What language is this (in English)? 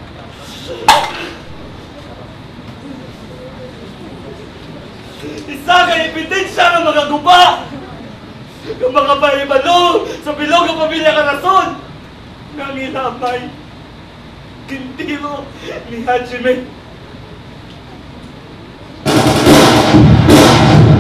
Filipino